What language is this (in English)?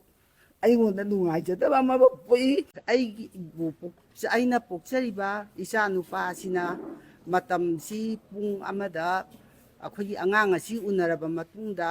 Manipuri